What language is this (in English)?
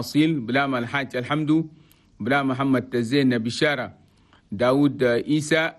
Chadian Arabic